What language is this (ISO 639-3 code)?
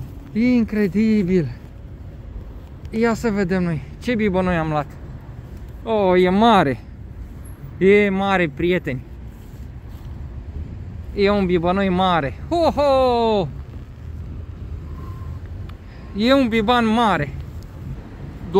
ron